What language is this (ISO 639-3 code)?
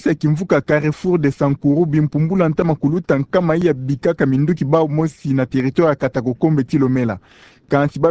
ktu